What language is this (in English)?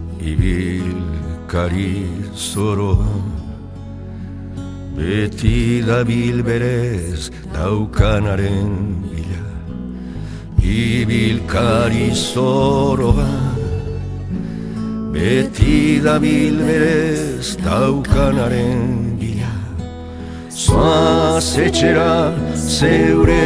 Basque